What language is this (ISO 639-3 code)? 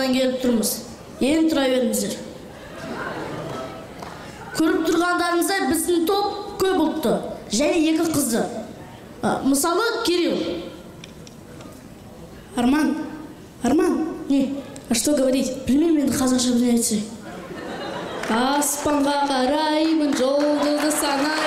kaz